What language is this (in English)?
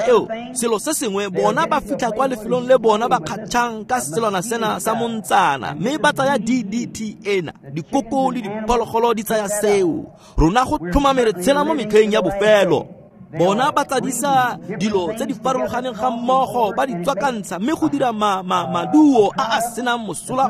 Tswana